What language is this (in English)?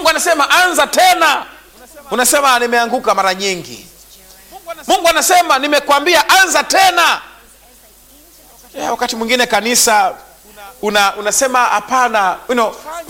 Swahili